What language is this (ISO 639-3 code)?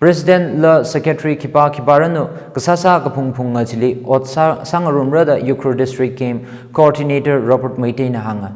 nmf